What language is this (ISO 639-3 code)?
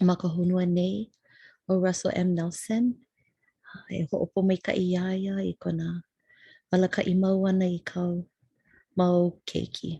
haw